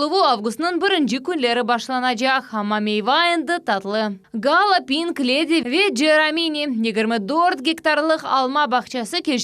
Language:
Crimean Tatar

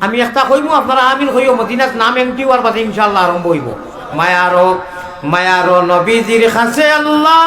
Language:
Sylheti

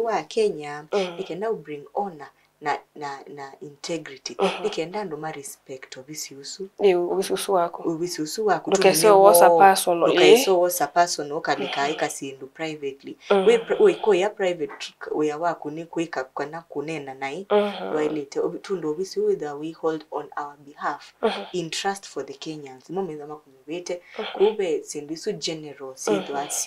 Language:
Kamba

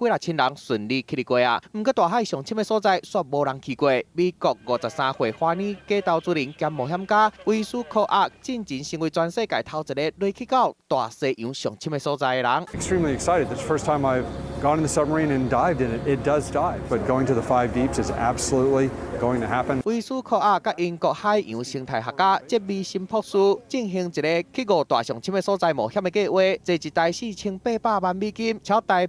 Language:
Min Nan Chinese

